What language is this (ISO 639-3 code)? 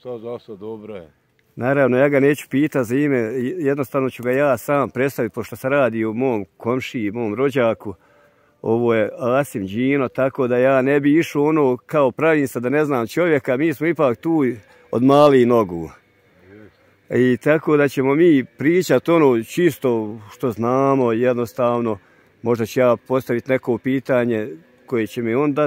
bos